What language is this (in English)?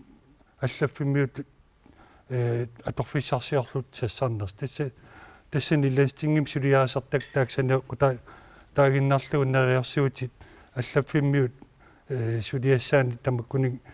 Kalaallisut